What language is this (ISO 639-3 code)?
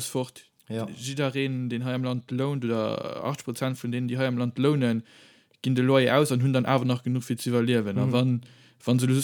ltz